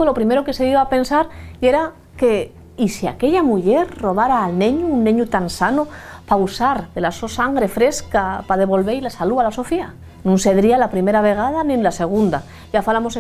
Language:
Asturian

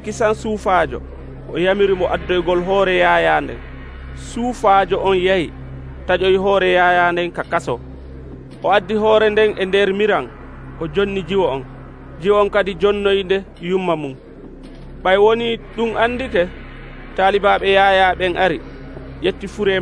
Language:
Nigerian Fulfulde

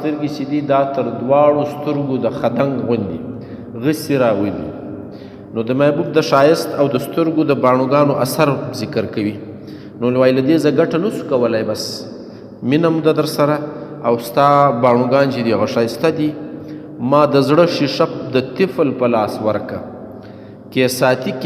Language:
Pashto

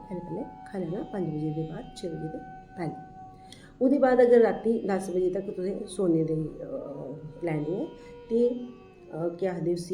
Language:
Dogri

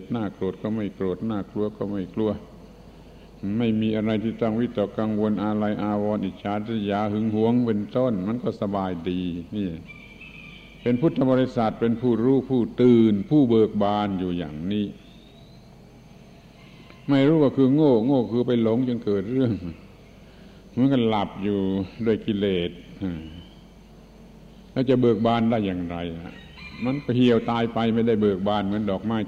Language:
Thai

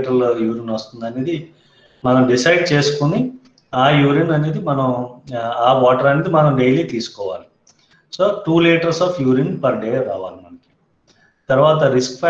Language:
Telugu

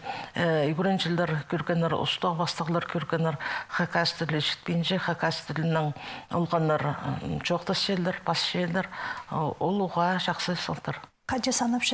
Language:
Khakas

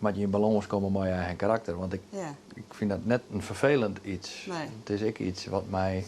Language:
Western Frisian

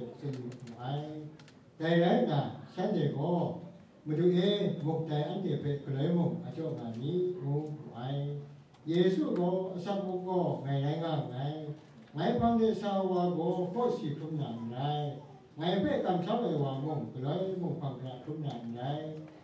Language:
Kachin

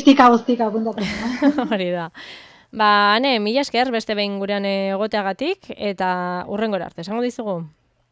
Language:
Basque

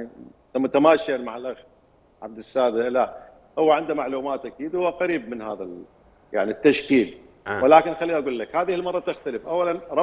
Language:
Mesopotamian Arabic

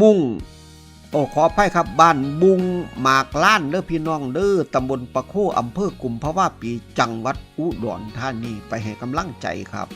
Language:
Northeastern Thai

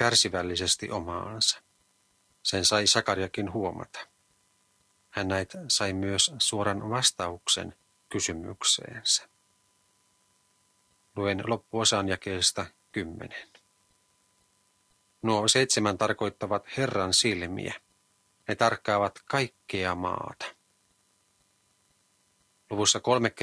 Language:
Finnish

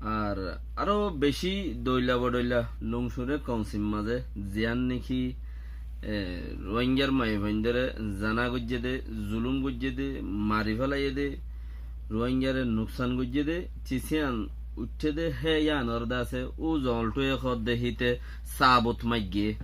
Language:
Rohingya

